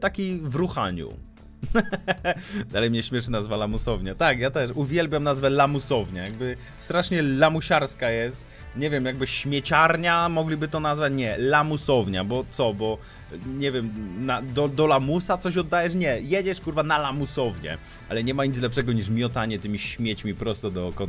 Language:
Polish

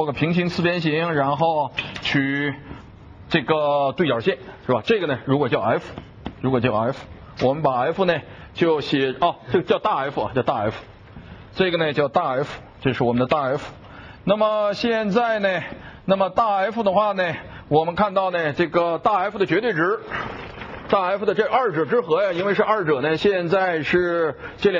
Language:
Chinese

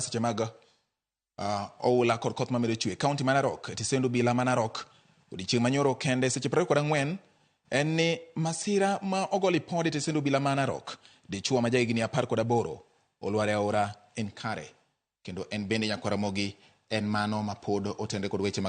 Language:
Luo (Kenya and Tanzania)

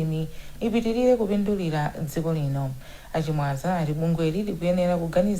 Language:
Nyanja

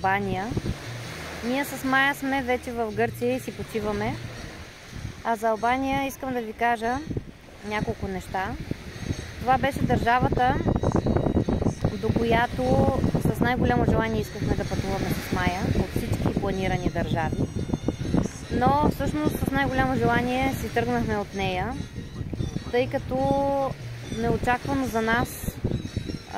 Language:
Bulgarian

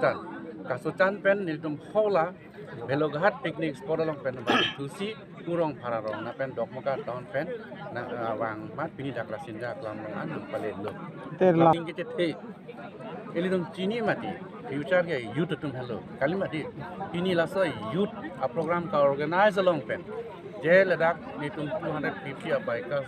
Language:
Karbi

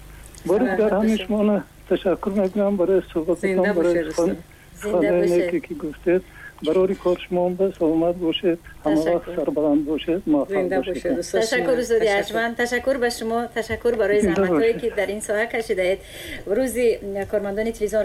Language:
Tajik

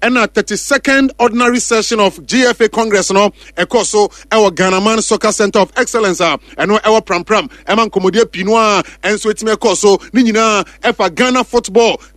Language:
Akan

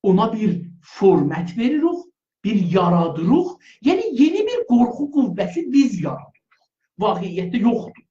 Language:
South Azerbaijani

